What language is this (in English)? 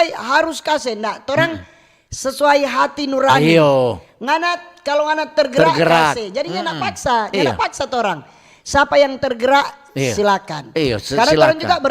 Manado Malay